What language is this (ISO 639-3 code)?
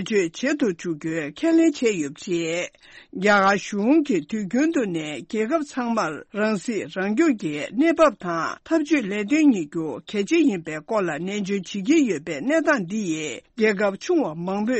bod